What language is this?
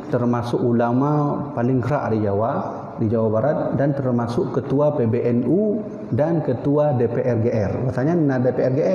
Achinese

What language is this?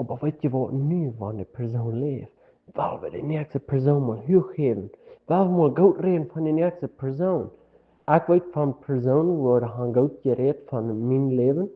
Plautdietsch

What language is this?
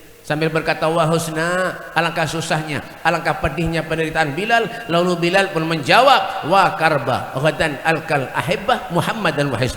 Banjar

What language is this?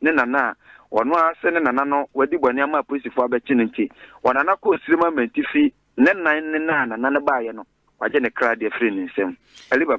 Akan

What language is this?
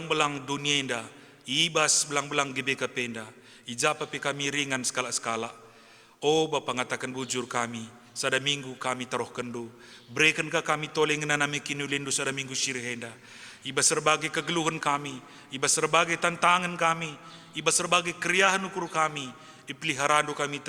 Batak Karo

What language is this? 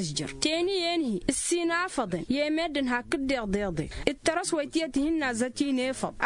Tamasheq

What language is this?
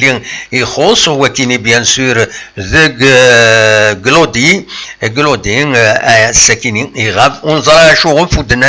Kabyle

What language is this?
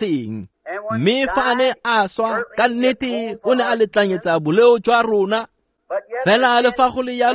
Tswana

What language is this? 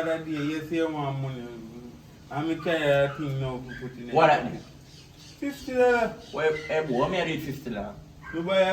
Jamaican Creole English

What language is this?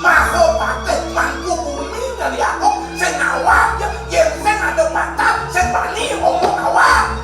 Balinese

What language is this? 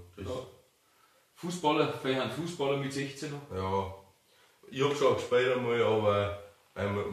Bavarian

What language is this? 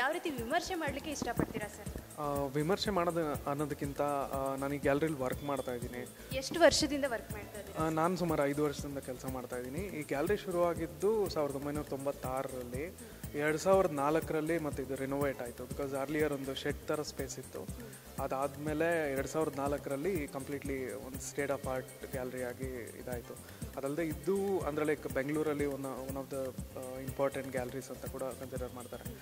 Kannada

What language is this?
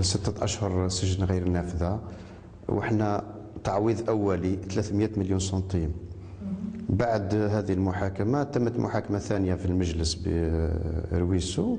Algerian Arabic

